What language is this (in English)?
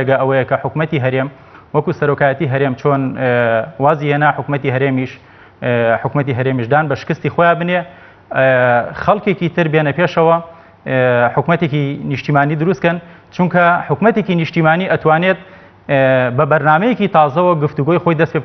Central Kurdish